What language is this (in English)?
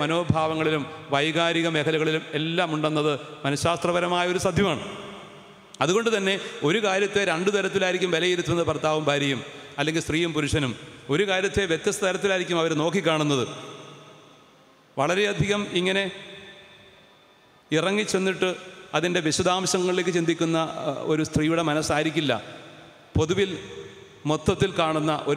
Malayalam